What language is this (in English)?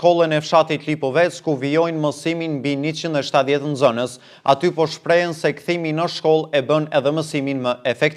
Albanian